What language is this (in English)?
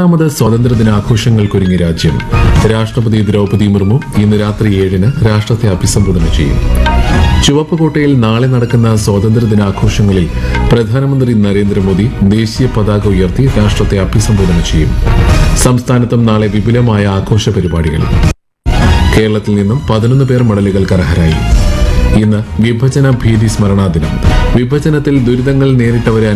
Malayalam